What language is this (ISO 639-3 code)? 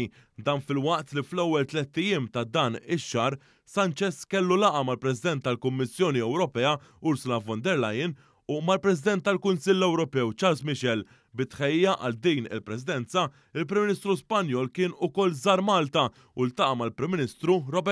mlt